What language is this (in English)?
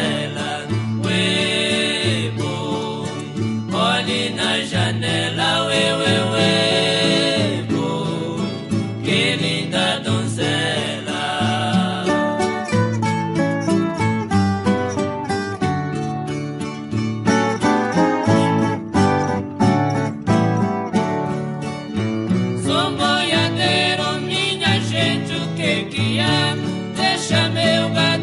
Portuguese